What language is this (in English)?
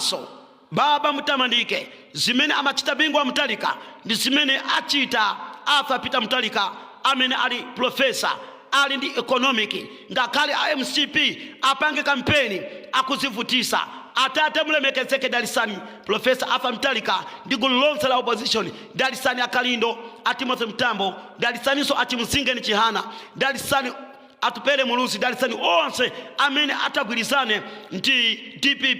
Nyanja